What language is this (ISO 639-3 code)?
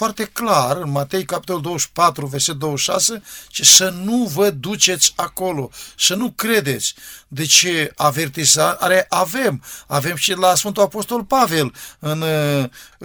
ron